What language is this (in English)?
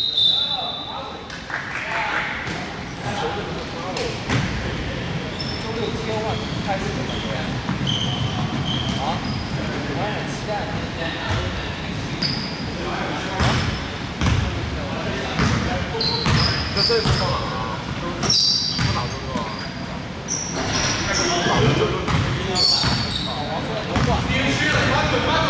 Chinese